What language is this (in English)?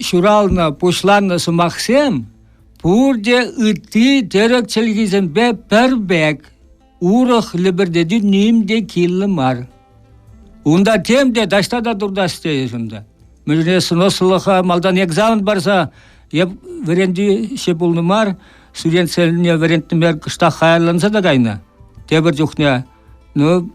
Chuvash